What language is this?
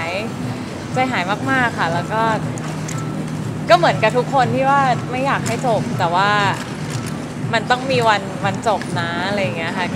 Thai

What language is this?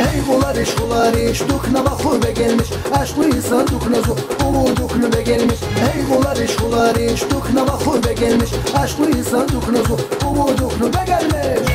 Tabassaran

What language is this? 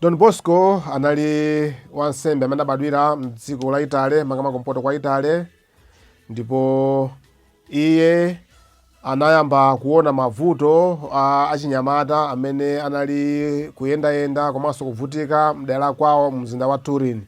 Nyanja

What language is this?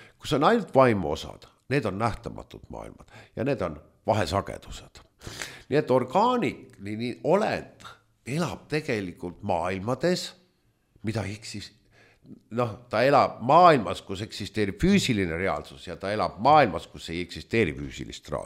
Estonian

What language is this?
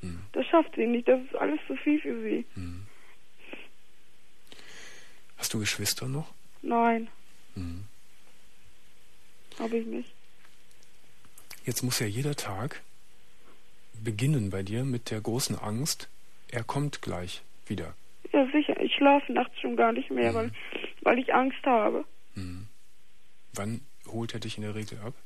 German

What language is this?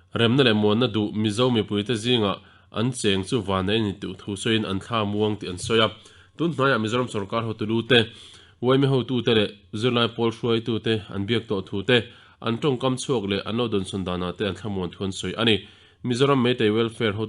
Mizo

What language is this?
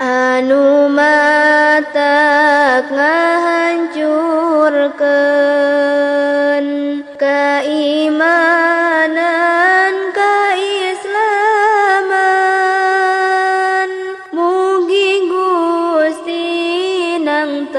Sundanese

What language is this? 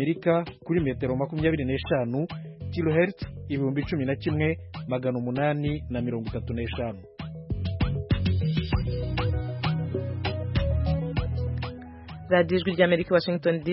Kinyarwanda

